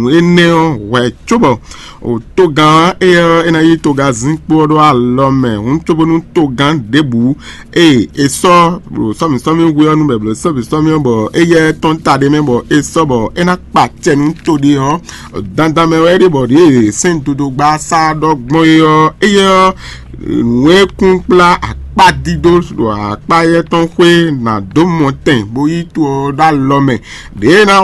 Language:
Fon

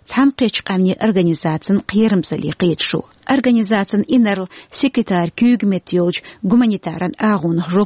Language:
Chechen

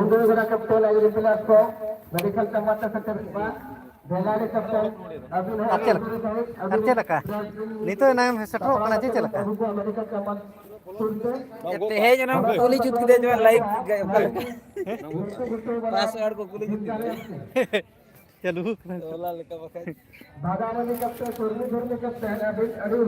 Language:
Santali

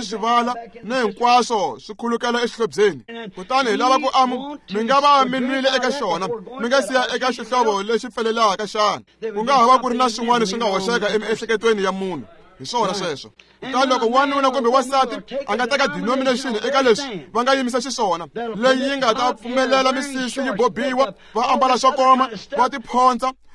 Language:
Tsonga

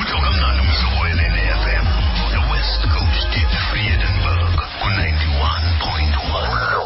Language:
Xhosa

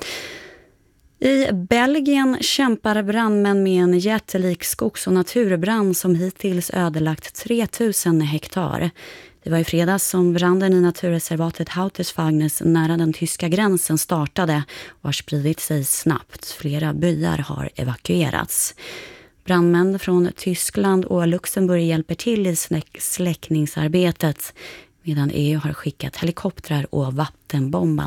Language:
Swedish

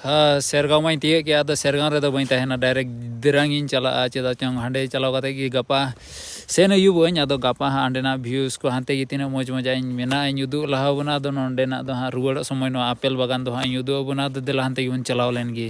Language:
Santali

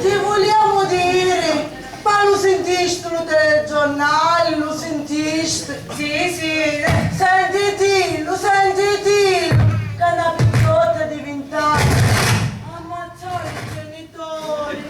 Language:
Sicilian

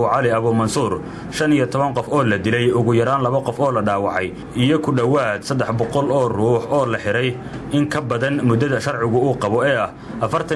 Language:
Somali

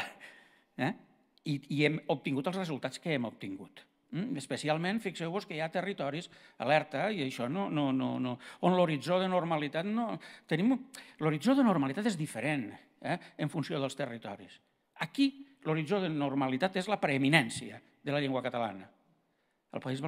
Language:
Catalan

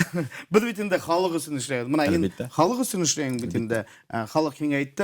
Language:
Bashkir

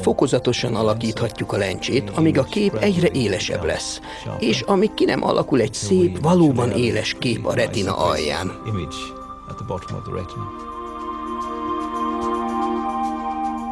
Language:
Hungarian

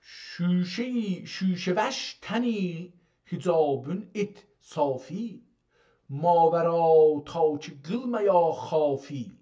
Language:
South Azerbaijani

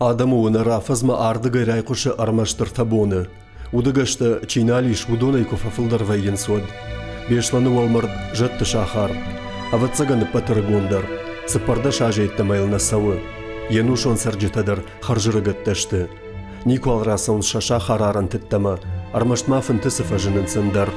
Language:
Ossetic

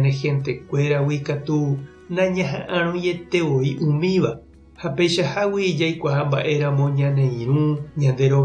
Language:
Guarani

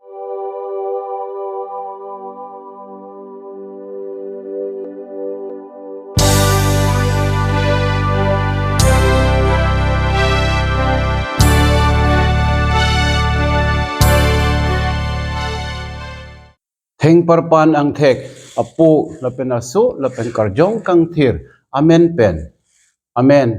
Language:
Karbi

